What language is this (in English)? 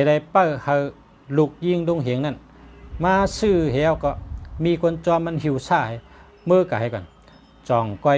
Shan